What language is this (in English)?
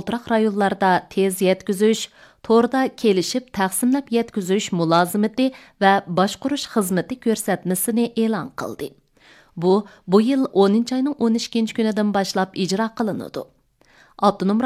Uyghur